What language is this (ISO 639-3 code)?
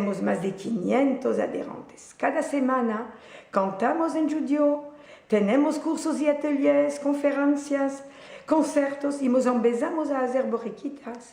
lad